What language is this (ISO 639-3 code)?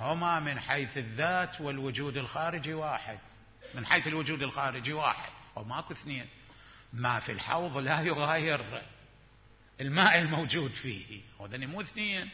acm